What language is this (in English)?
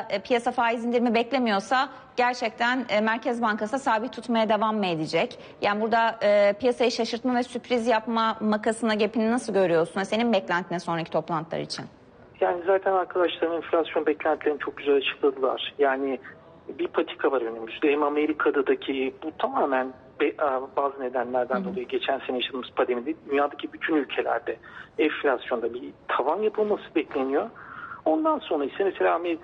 Turkish